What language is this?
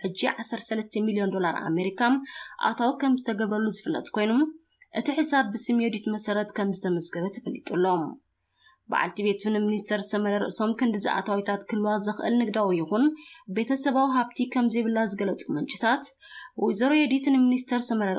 Tigrinya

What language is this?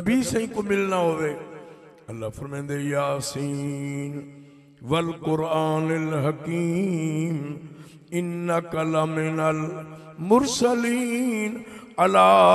Saraiki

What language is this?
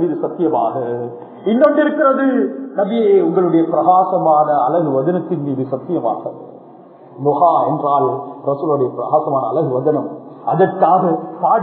Tamil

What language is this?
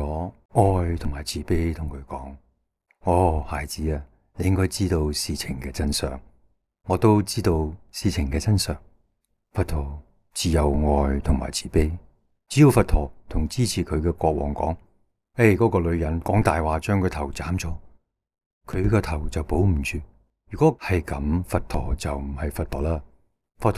Cantonese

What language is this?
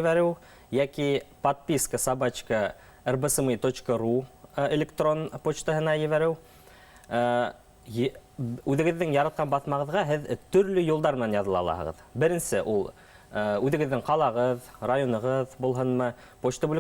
Bashkir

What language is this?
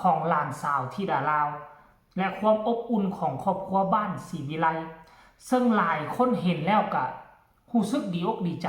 Northeastern Thai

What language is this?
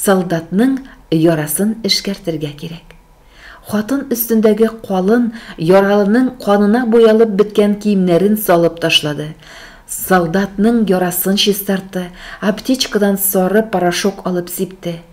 Tatar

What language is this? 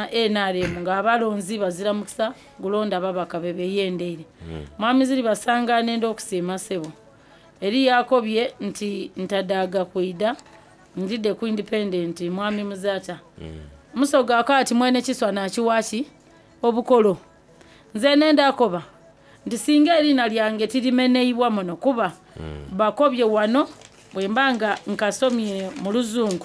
Soga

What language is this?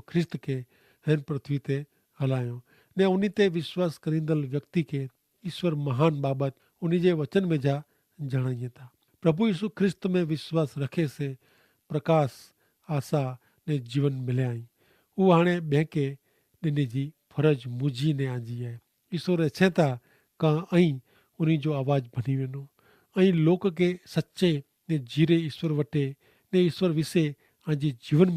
Kachhi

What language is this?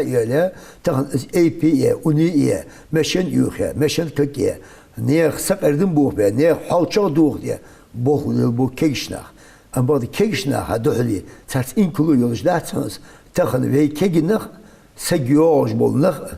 Ingush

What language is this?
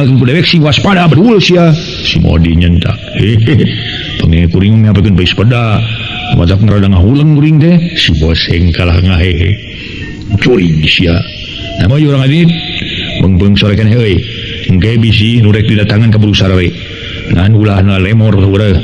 Sundanese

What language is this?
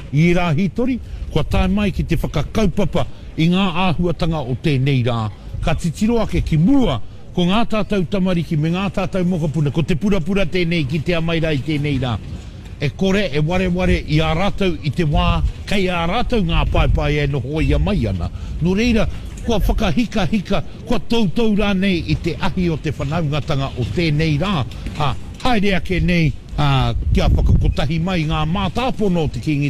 Māori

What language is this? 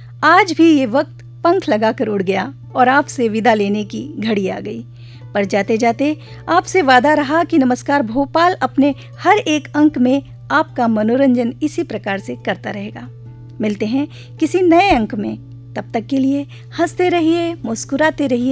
Hindi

